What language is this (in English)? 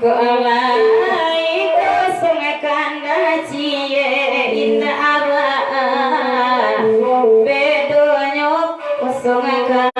Minangkabau